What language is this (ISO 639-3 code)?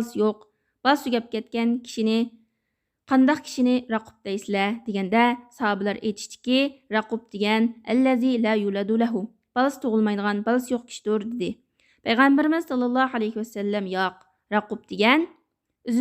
uig